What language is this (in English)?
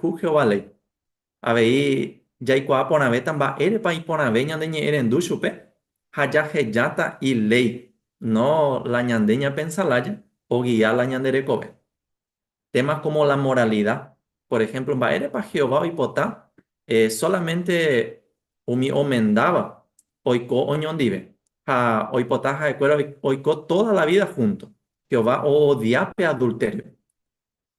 Guarani